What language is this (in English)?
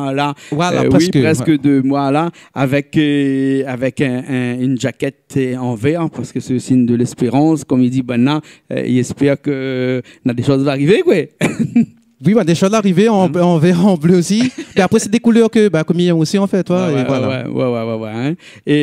Réunion Creole French